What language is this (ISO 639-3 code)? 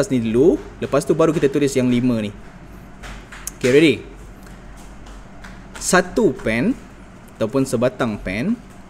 msa